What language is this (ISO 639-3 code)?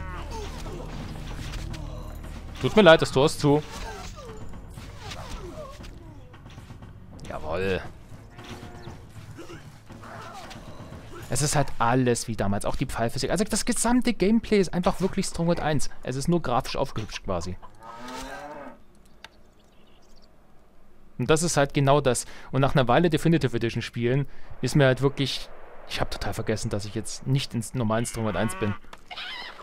deu